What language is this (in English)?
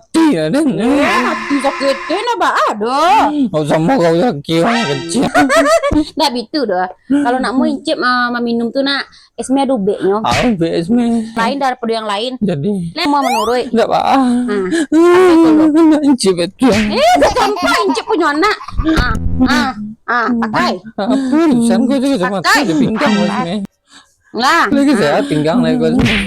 Minangkabau